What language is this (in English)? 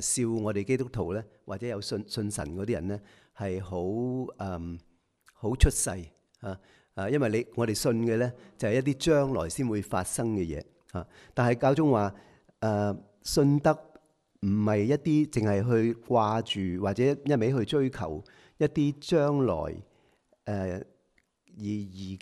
Cantonese